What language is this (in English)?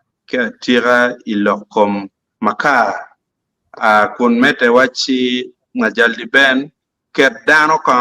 Acoli